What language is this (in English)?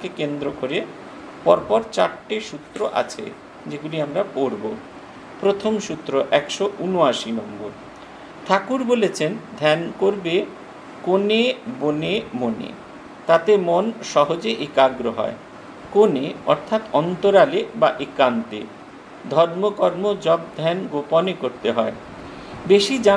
Bangla